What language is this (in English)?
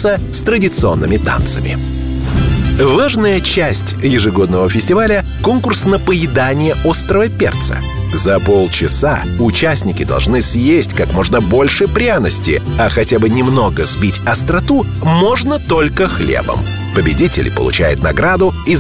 Russian